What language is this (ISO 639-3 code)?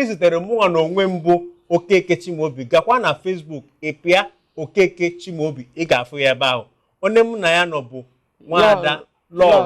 ibo